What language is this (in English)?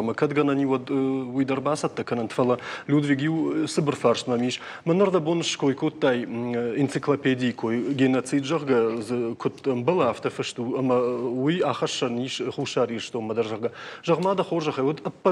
Ossetic